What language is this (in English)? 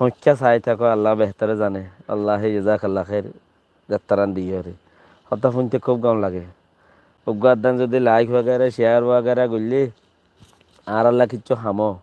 Rohingya